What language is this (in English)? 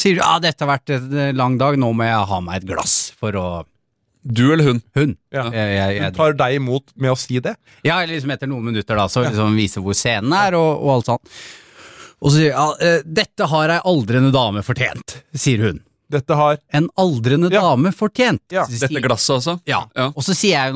Norwegian